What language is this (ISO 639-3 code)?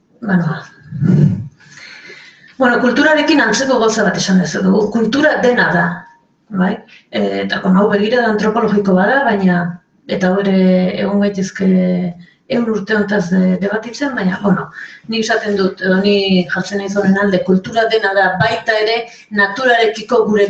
eus